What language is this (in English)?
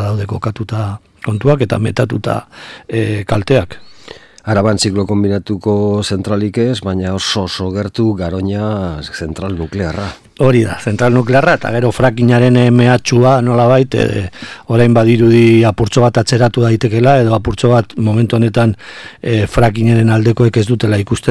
Basque